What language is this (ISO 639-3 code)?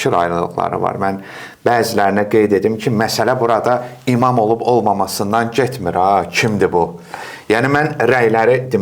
aze